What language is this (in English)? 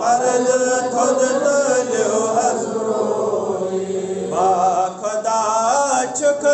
Kashmiri